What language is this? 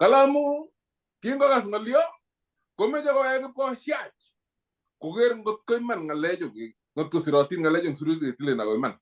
Kalenjin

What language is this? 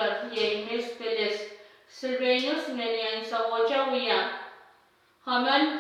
Pohnpeian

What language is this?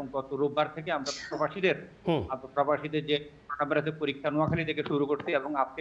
Bangla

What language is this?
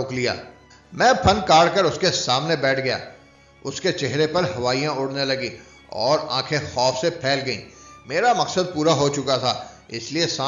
Urdu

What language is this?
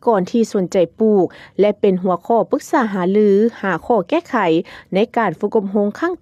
Lao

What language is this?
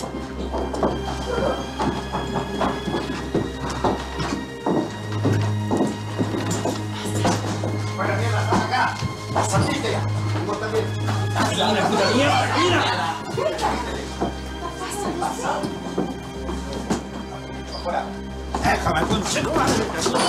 Spanish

